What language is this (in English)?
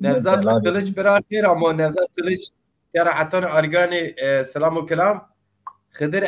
Zaza